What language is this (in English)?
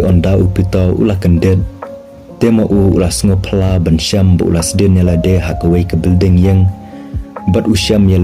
Khasi